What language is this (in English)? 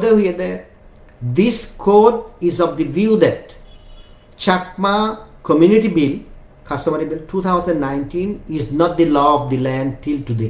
Chakma